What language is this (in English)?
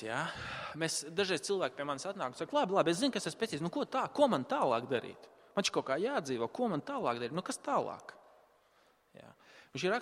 Latvian